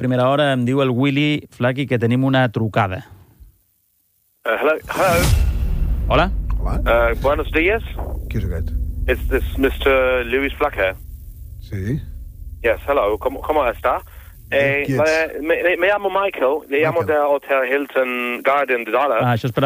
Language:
Catalan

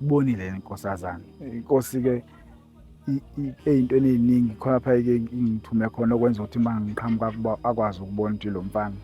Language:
Zulu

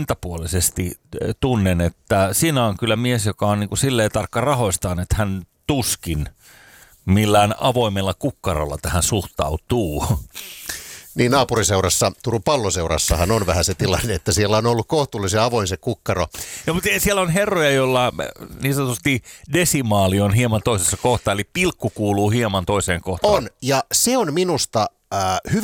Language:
Finnish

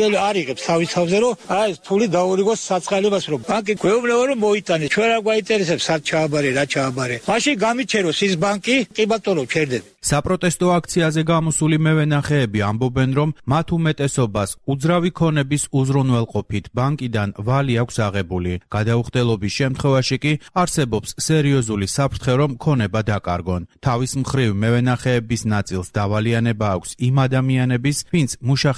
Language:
Georgian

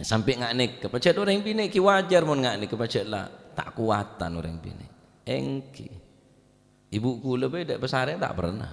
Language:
Madurese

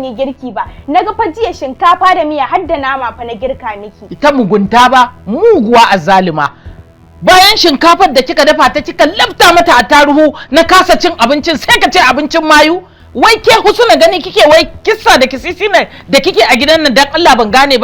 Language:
Hausa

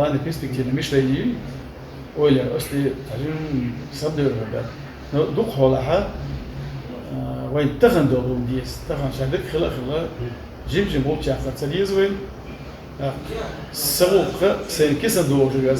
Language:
Chechen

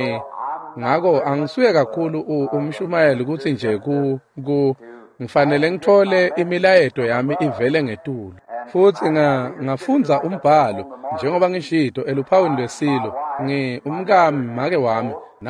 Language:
Swati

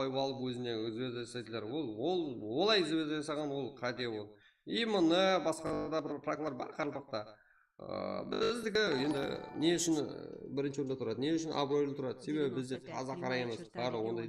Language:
Kara-Kalpak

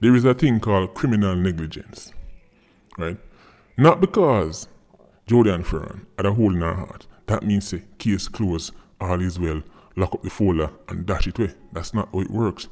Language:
Jamaican Creole English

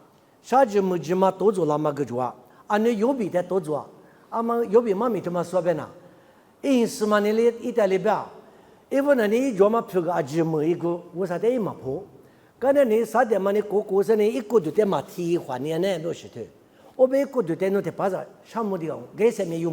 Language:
Lisu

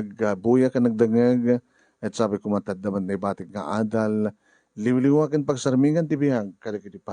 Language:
Iloko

